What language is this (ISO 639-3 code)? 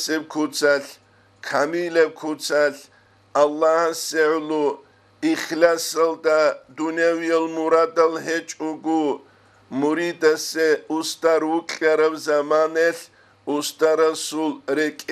ava